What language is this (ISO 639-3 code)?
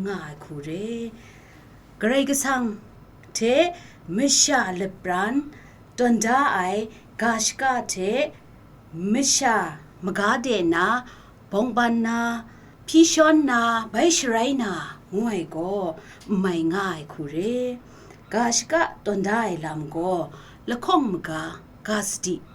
kac